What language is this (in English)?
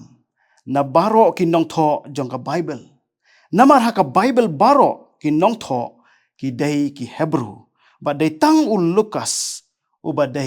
Khasi